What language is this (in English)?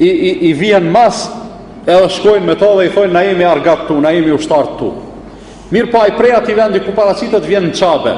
Albanian